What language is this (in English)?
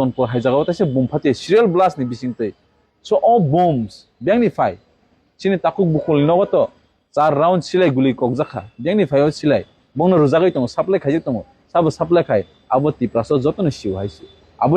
Kok Borok